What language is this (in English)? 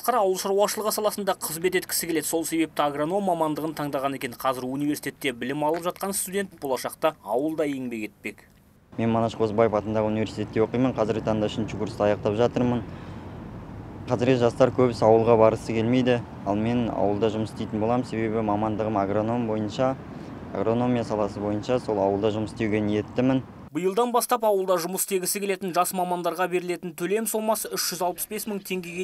Kazakh